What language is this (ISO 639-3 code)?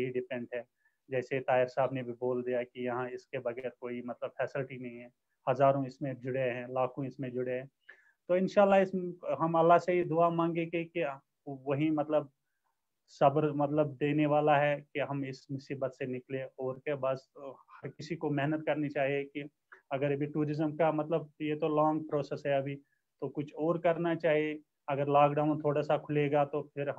urd